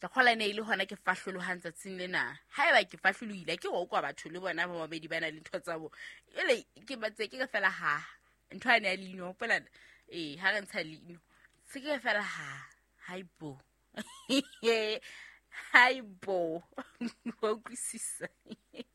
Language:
Southern Sotho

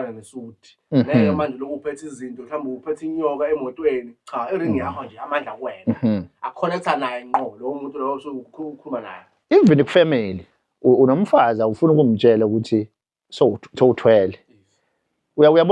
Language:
Zulu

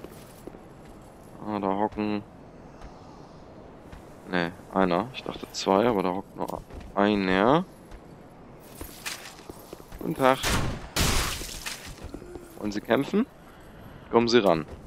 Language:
German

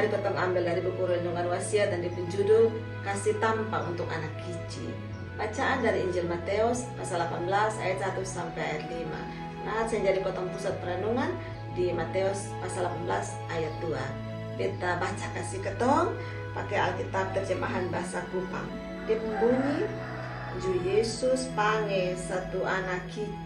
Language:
Kupang Malay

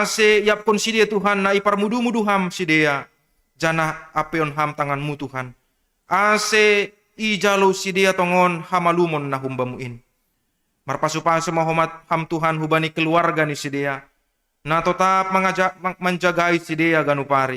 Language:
Batak Simalungun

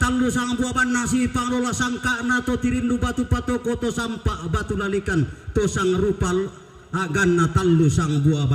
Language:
Toraja-Sa'dan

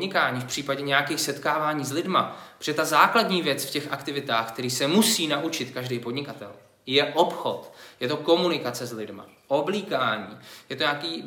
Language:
Czech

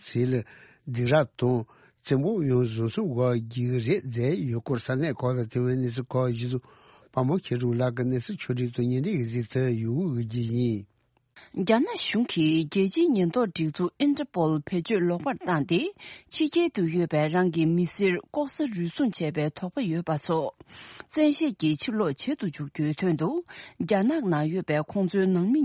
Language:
Tibetan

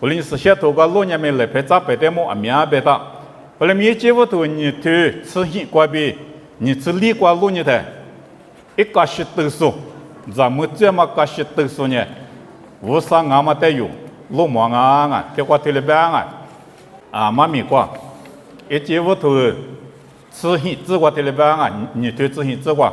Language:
Lisu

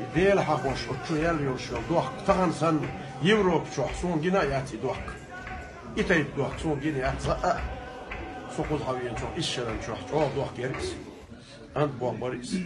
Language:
Chechen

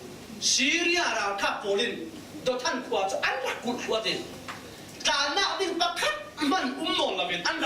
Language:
Falam Chin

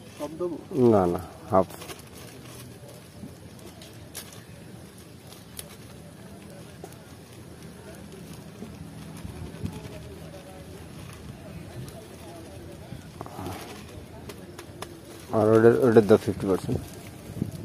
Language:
Bangla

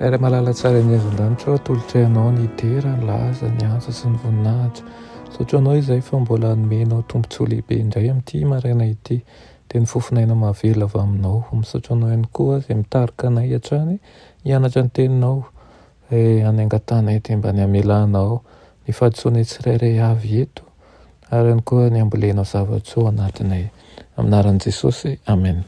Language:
Malagasy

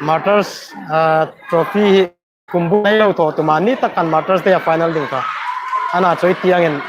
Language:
Hmar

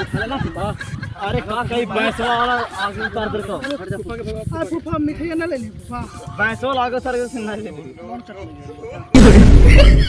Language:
Magahi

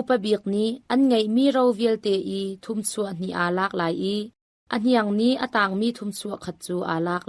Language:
Hakha Chin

